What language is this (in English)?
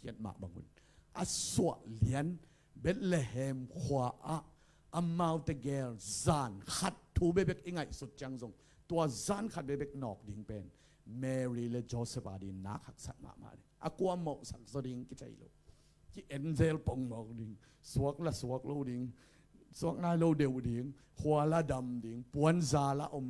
Tedim Chin